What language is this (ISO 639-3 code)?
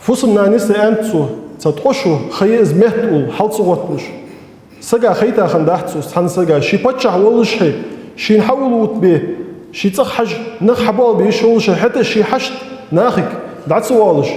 inh